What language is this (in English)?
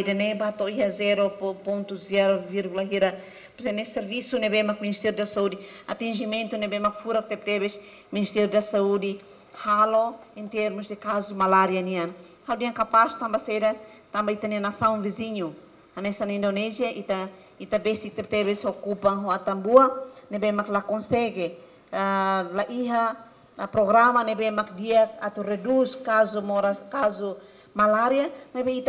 Tetum